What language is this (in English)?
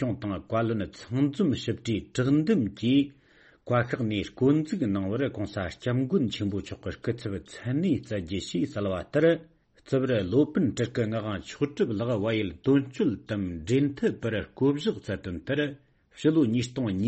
Tibetan